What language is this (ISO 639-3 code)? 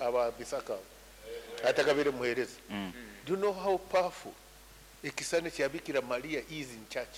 nyn